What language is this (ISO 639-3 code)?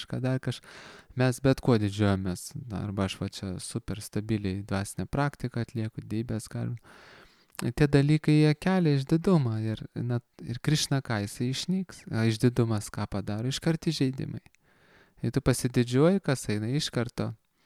lit